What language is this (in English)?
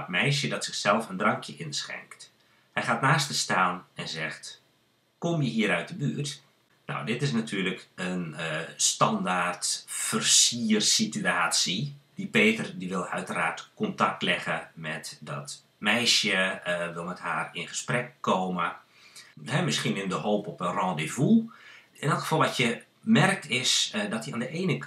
Dutch